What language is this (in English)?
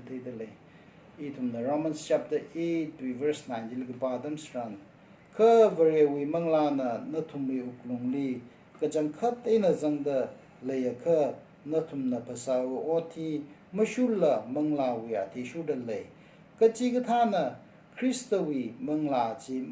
Tangkhul Naga (India)